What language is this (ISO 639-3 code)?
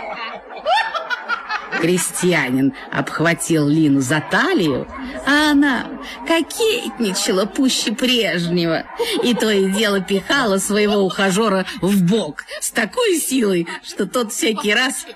rus